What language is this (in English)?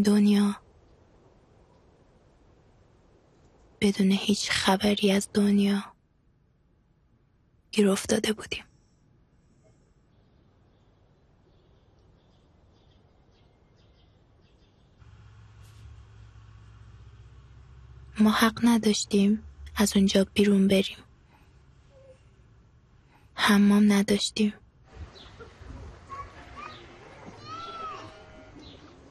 Persian